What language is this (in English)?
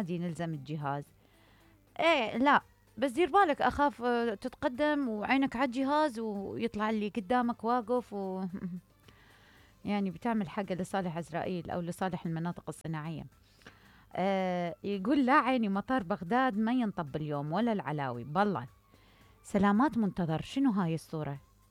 Mesopotamian Arabic